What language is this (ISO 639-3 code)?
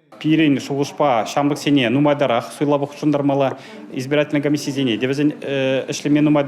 chv